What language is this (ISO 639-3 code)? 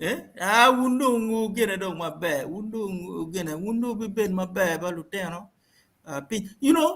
ach